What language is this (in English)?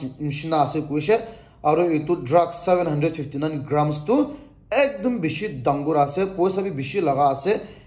Naga Pidgin